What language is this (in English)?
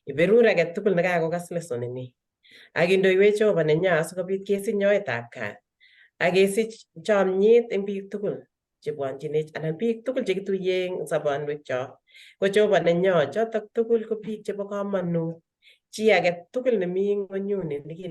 Kalenjin